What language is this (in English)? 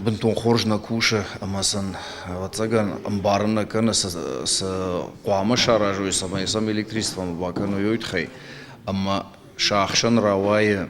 Ossetic